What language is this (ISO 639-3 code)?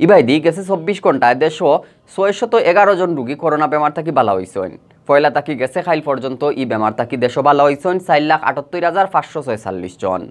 syl